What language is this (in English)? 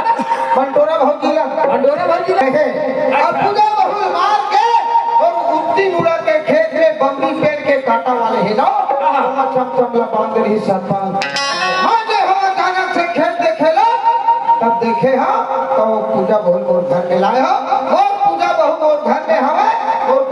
Chhattisgarhi